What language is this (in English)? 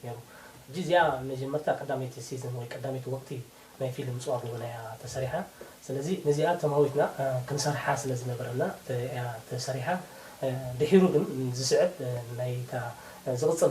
Tigrinya